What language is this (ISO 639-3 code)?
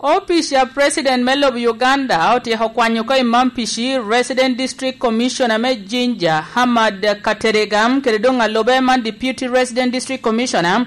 laj